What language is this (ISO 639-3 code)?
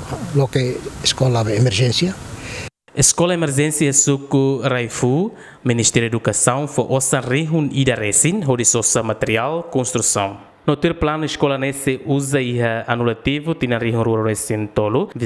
tet